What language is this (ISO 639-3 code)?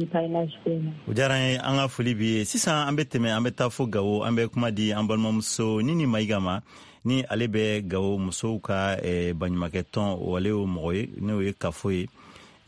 bam